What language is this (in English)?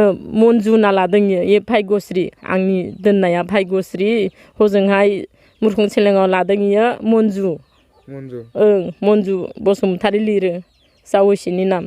Bodo